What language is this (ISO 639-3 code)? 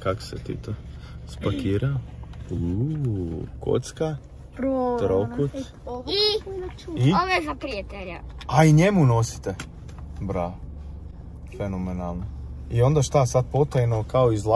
hrv